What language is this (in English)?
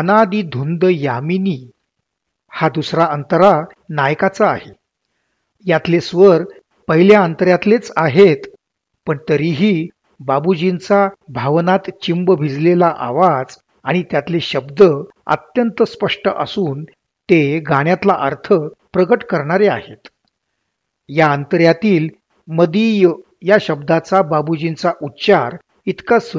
Marathi